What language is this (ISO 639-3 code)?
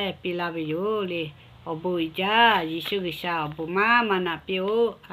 lhu